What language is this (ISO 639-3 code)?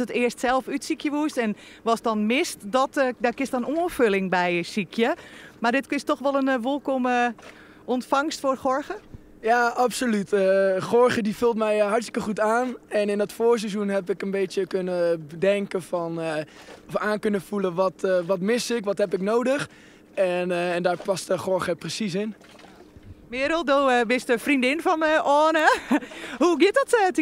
fry